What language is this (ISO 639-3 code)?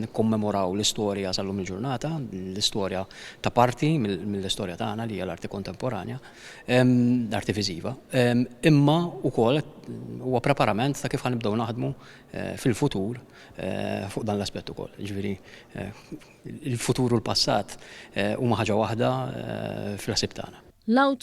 mlt